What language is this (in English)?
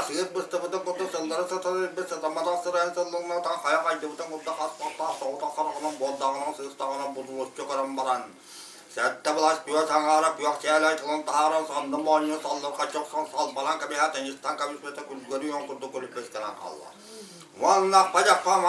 Yakut